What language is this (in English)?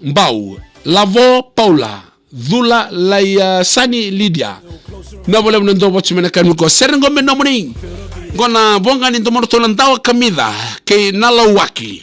Fijian